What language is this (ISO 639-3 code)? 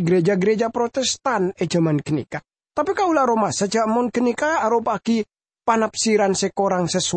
mad